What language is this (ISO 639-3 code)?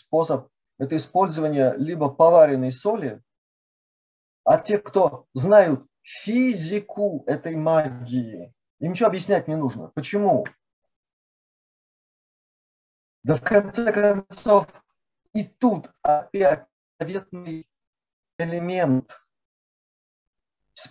rus